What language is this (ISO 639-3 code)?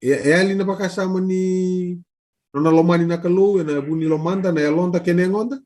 fij